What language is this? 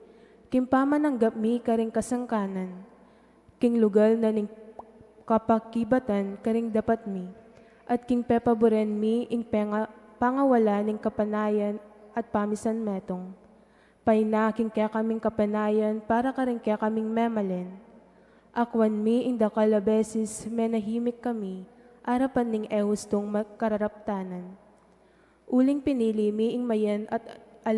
Pampanga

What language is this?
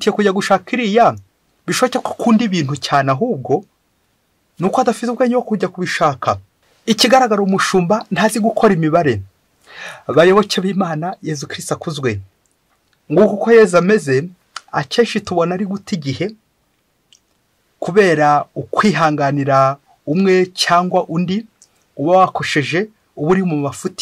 Kinyarwanda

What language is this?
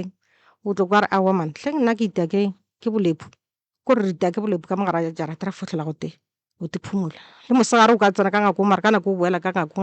Northern Sotho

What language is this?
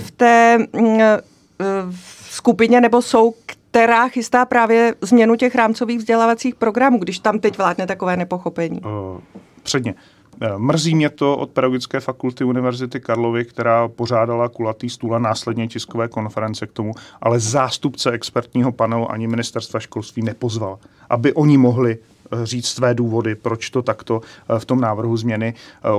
Czech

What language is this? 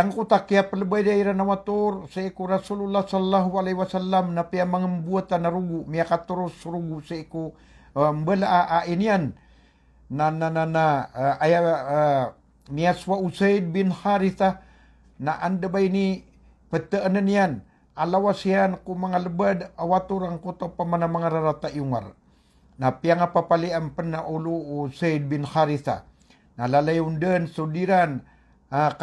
Maranao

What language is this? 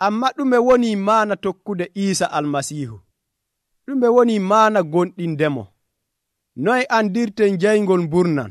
Nigerian Fulfulde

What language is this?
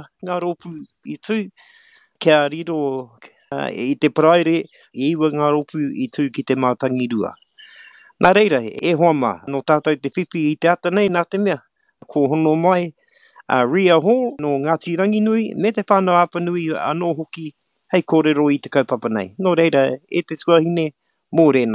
Māori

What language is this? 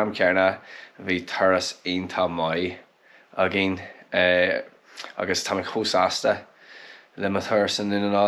Irish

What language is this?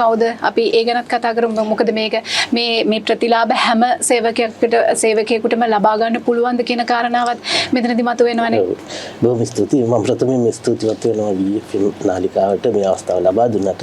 Sinhala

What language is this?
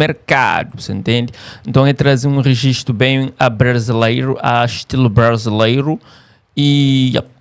Kabuverdianu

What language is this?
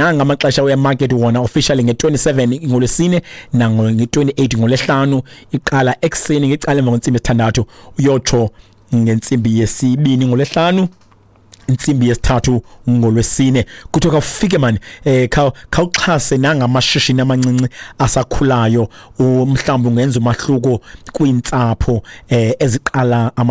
Xhosa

